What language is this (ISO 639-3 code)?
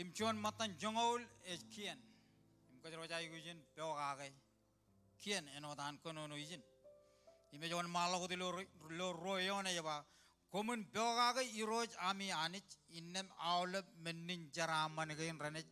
mah